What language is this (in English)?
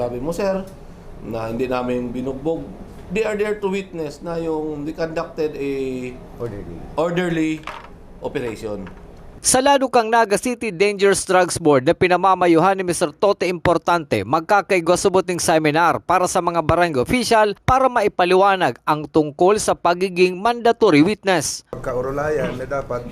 Bikol